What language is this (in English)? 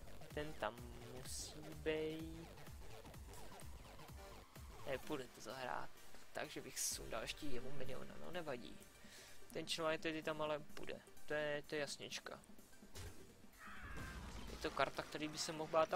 Czech